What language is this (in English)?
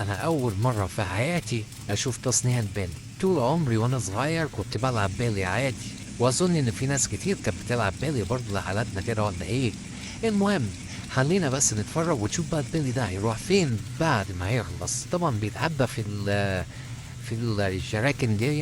Egyptian Arabic